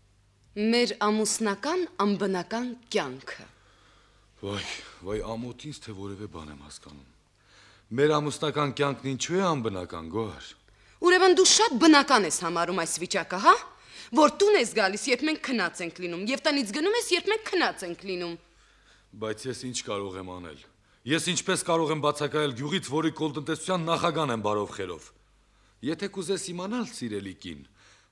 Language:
Armenian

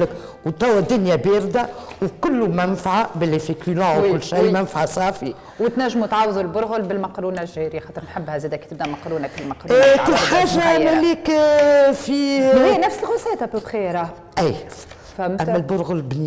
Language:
Tunisian Arabic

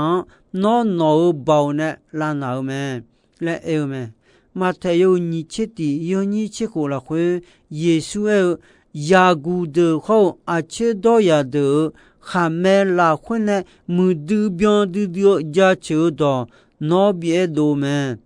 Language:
Akha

